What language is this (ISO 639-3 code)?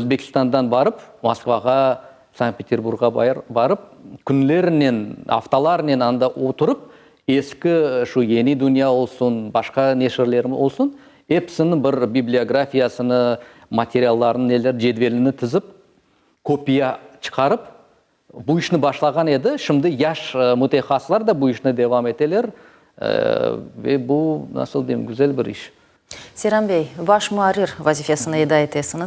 crh